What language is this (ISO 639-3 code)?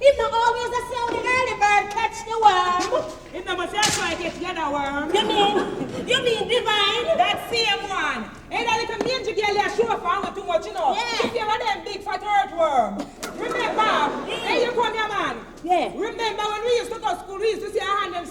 jam